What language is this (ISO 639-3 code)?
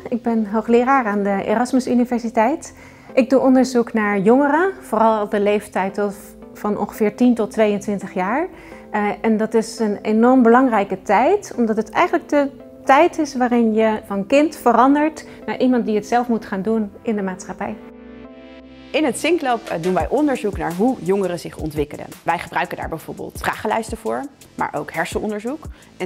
nld